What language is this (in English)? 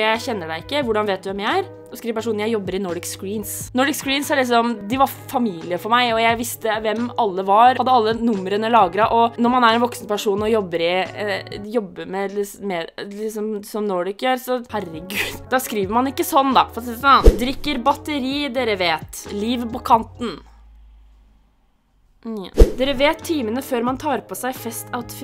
Norwegian